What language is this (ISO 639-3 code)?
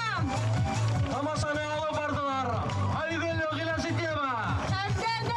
bak